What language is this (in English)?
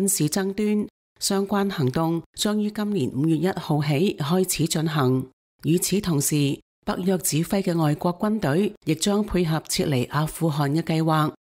Cantonese